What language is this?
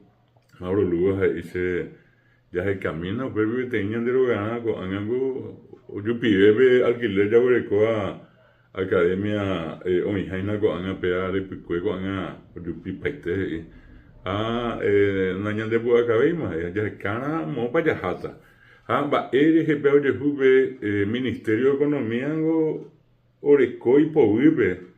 Guarani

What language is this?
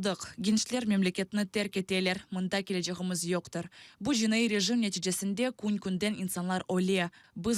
Crimean Tatar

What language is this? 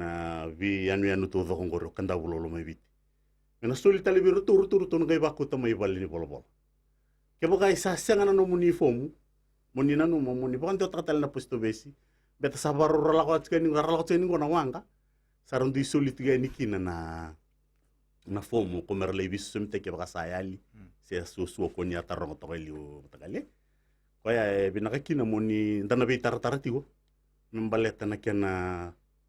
Fijian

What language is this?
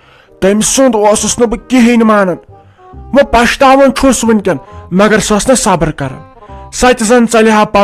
Kashmiri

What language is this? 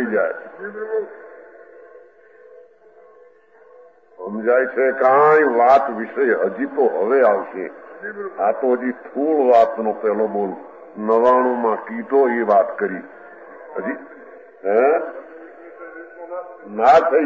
Gujarati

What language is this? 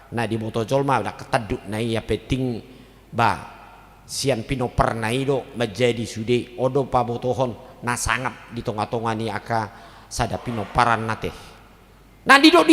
Batak Toba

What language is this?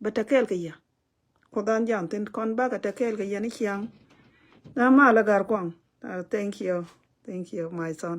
Nuer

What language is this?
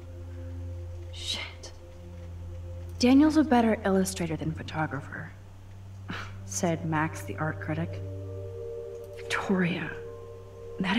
English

